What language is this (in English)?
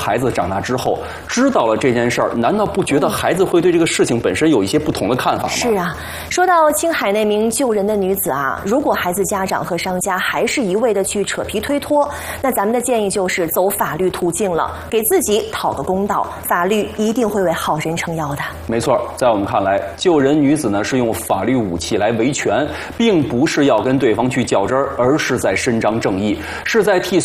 Chinese